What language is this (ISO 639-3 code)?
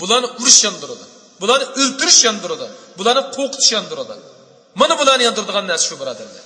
uig